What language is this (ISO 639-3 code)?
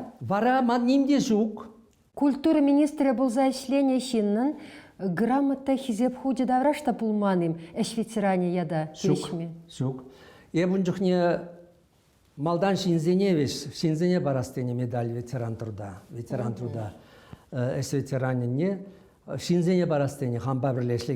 chv